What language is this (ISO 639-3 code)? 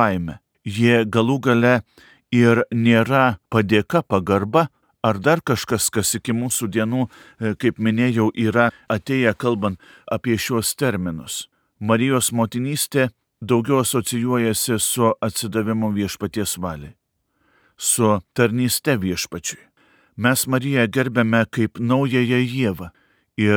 lit